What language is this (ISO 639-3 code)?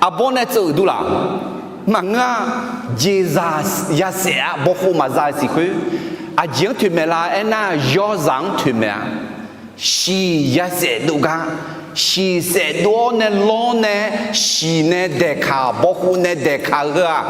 ahk